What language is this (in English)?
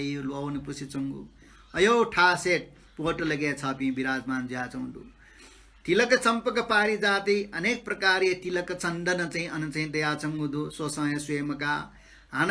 Newari